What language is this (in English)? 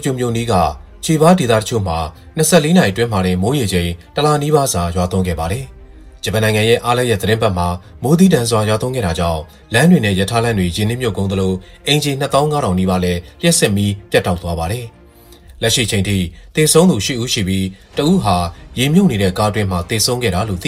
Burmese